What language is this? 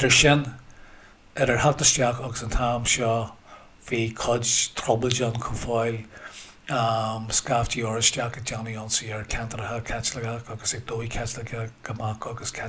Irish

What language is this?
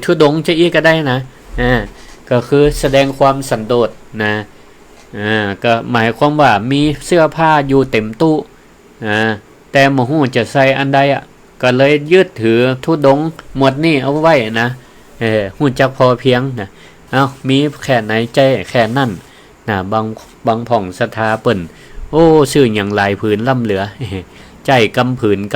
Northern Thai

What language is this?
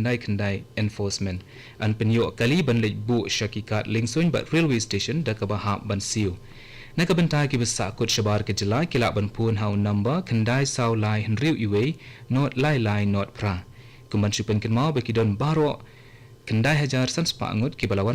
Khasi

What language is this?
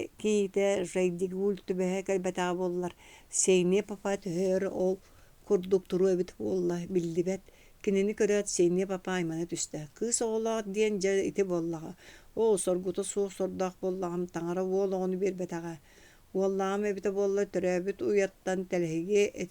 Yakut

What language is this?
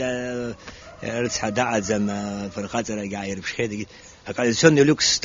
Abkhazian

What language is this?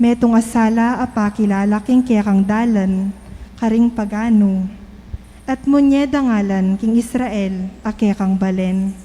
Pampanga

